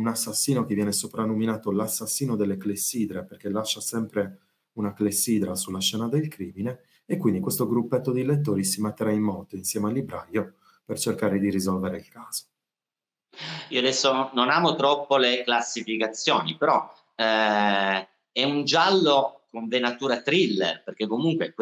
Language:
Italian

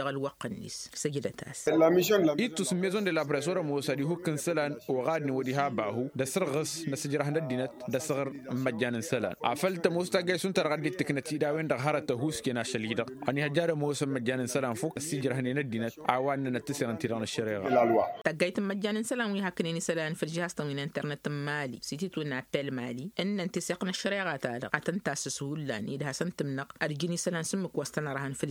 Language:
Tamasheq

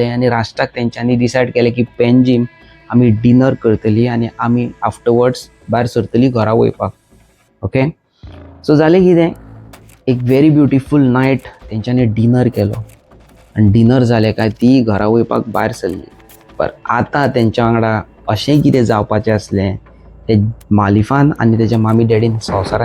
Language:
Konkani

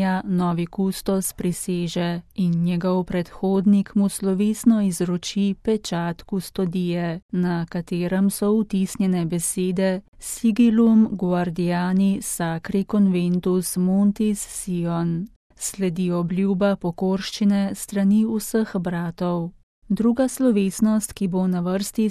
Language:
Slovenian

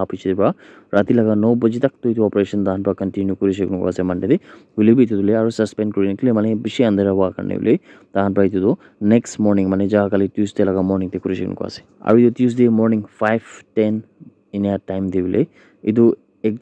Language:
Naga Pidgin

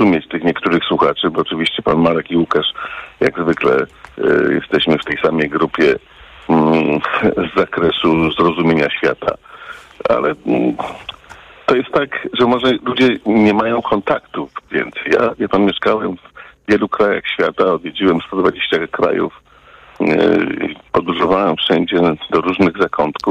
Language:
Polish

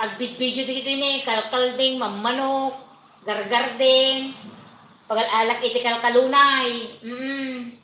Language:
Iloko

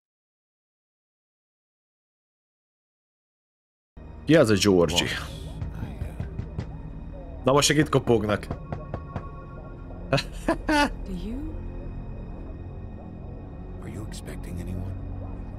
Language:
Hungarian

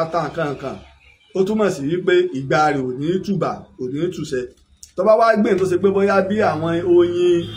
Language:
Yoruba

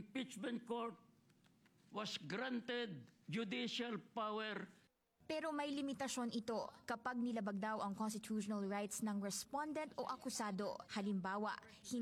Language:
Filipino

